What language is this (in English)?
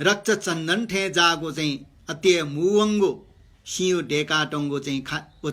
Newari